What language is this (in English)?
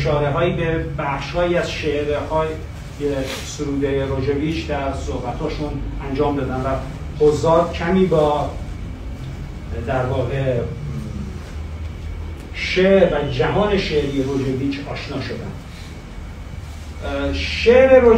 Persian